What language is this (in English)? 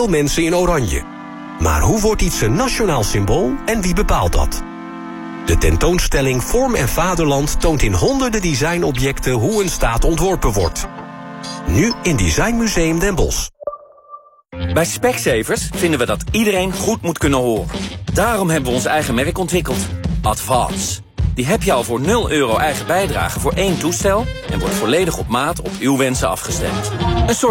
Dutch